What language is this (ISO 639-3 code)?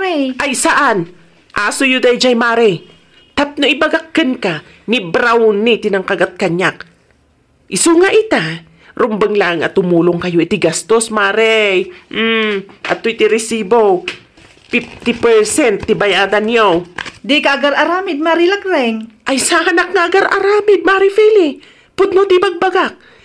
ilo